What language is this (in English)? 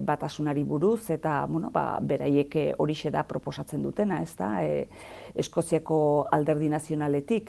Basque